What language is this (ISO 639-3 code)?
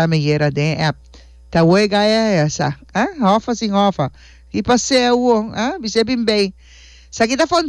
pap